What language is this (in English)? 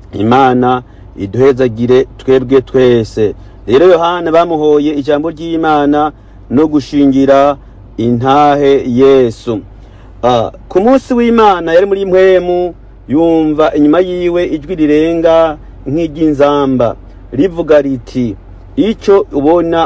Rundi